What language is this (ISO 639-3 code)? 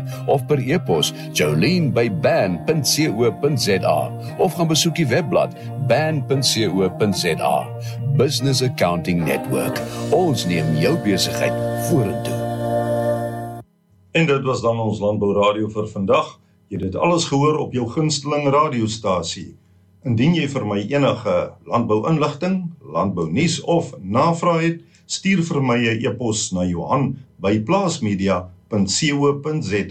afr